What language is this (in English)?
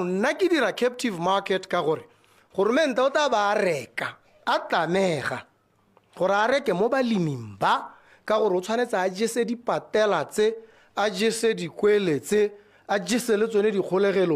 Tswana